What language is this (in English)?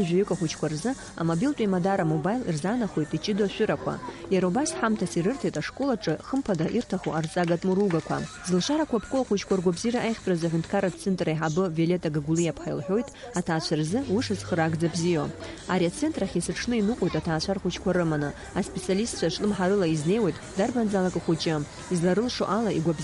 Abkhazian